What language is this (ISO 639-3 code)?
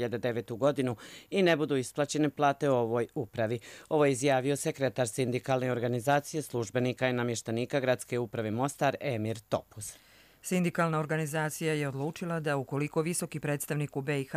hrv